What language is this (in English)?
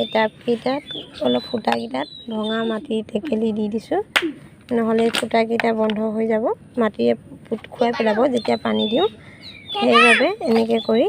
Assamese